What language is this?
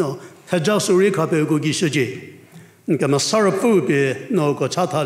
Angami Naga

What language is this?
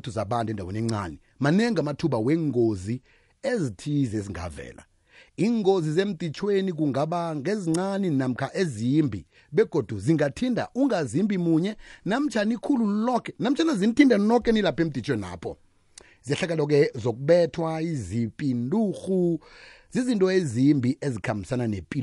South Ndebele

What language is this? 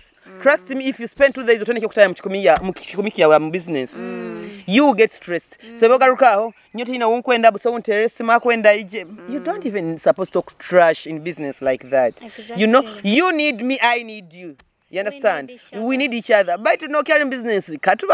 Nyoro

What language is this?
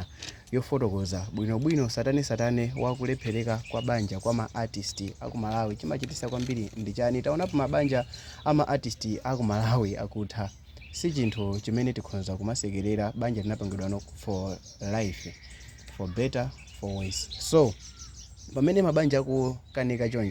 Nyanja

